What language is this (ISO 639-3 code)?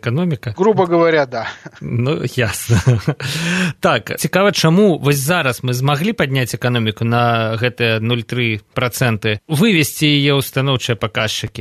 bel